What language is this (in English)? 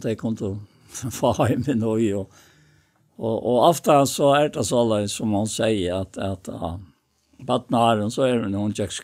Faroese